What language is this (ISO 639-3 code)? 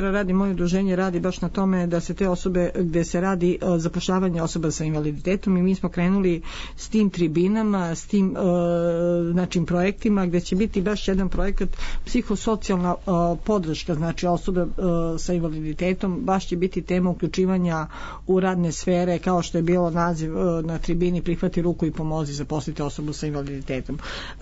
srp